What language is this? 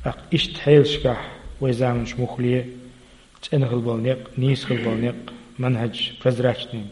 Chechen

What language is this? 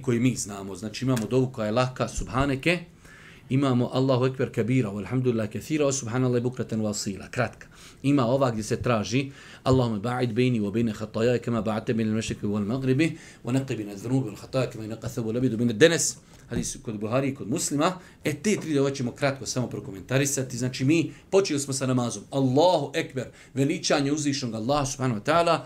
Bosnian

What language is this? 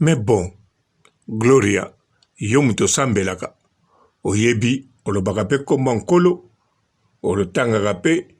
Lingala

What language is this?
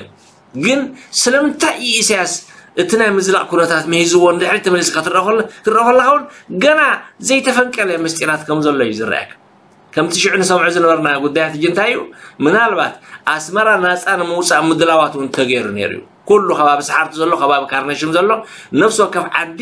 Tigrinya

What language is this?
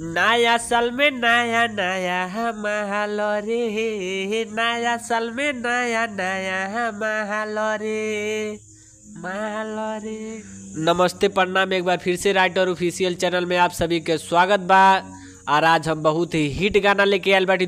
Bhojpuri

